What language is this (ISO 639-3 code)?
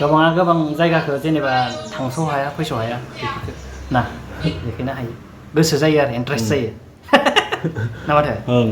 brx